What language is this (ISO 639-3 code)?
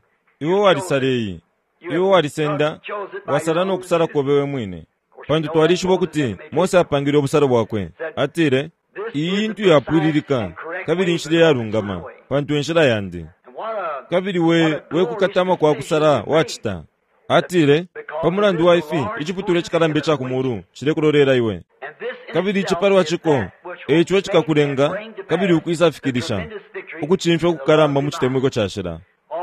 bem